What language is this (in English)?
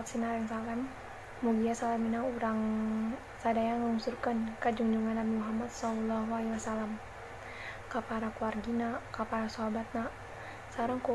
Sundanese